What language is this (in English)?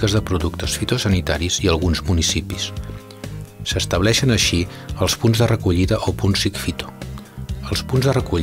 Catalan